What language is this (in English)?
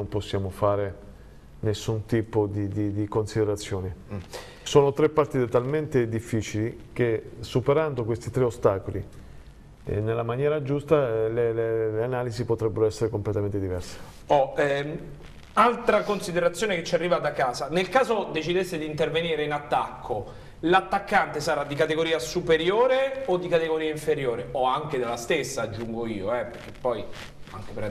Italian